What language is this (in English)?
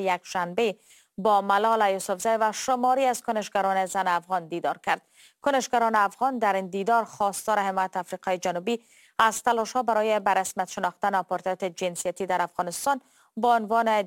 Persian